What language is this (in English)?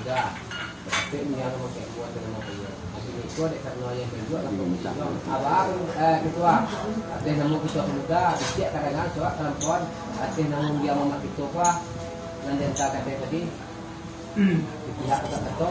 Minangkabau